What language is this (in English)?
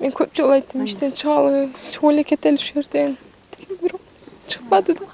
Kyrgyz